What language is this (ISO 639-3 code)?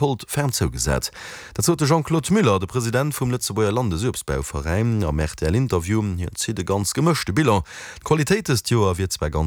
ltz